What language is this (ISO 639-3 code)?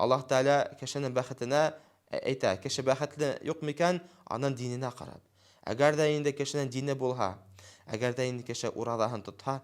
bak